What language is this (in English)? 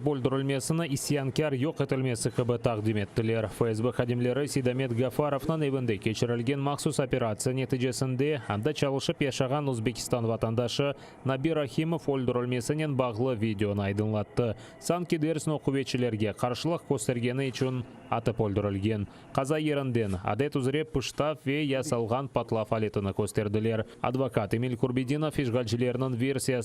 Crimean Tatar